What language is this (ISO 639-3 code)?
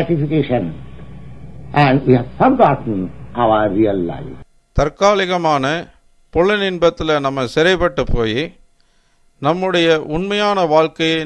tam